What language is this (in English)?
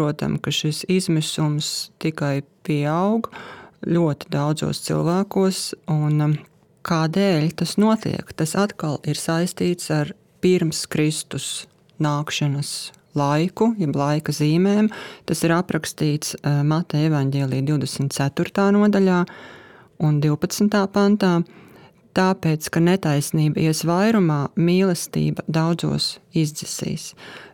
Latvian